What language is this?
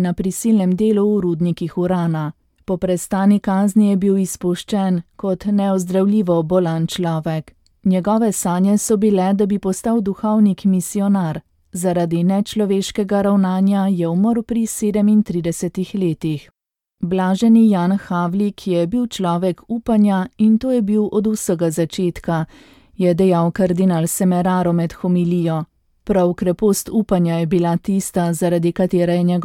Slovenian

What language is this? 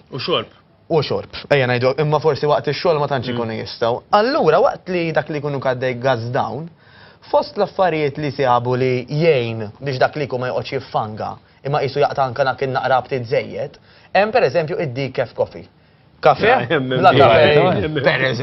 Maltese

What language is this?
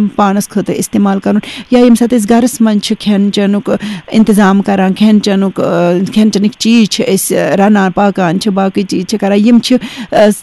Kashmiri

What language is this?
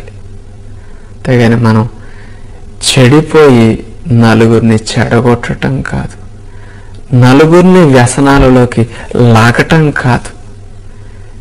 Telugu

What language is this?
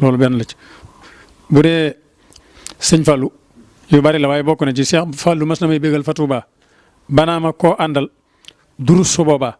Wolof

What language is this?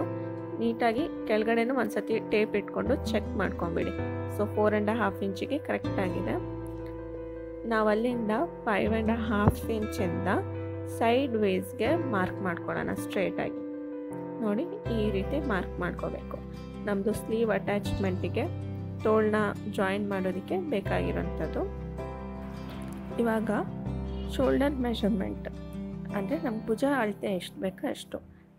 Kannada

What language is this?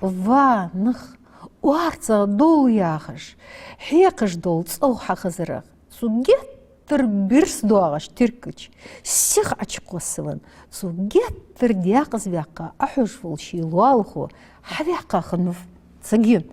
Ingush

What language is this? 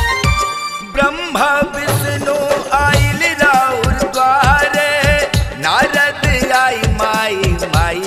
Bhojpuri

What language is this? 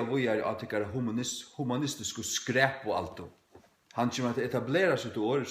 Faroese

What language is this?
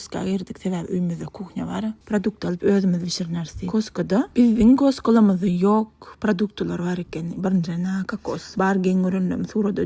Turkmen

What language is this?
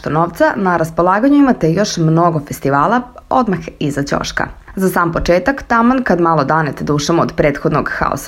Serbian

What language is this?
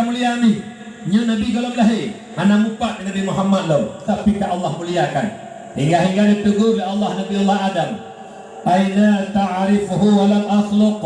Achinese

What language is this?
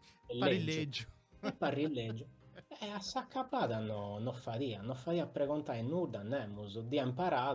Sardinian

